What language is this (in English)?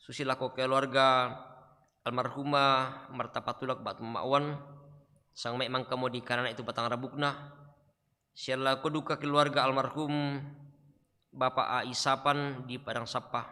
Toraja-Sa'dan